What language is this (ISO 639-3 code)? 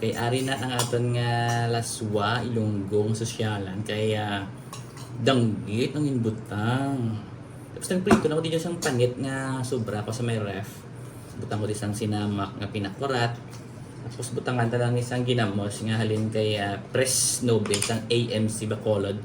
hil